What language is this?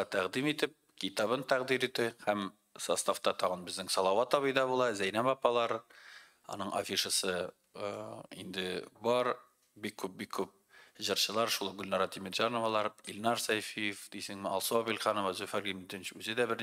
Tatar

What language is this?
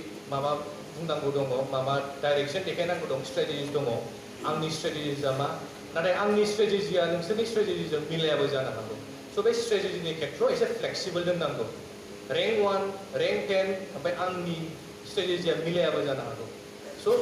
Bodo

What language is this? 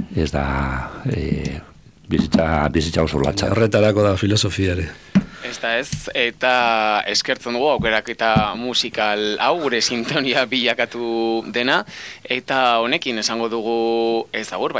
Basque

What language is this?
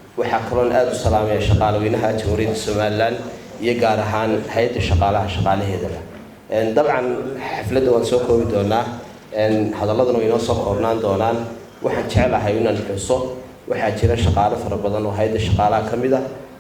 Somali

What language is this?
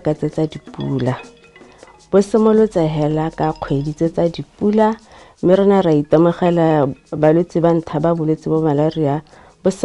Tswana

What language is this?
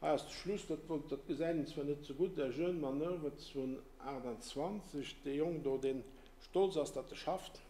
Luxembourgish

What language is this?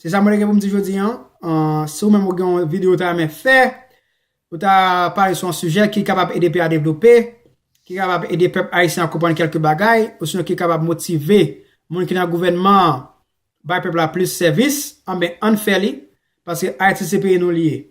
Haitian Creole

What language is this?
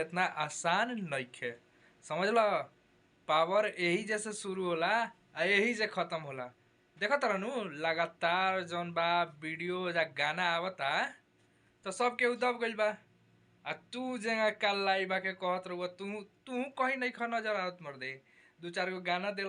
Bhojpuri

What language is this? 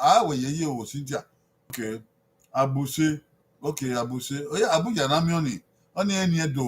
Bini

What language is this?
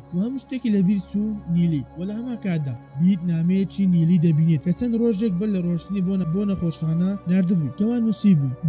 Central Kurdish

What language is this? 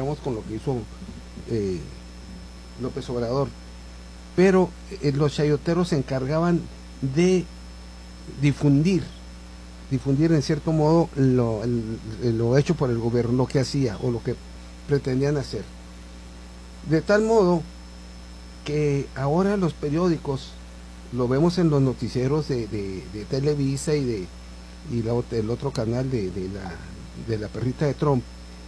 Spanish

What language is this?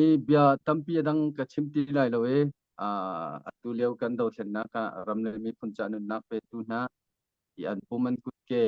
Hakha Chin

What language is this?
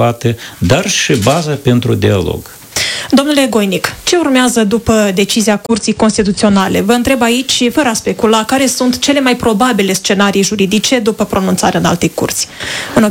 Romanian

